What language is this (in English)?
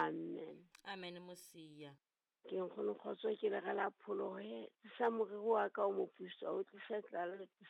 Southern Sotho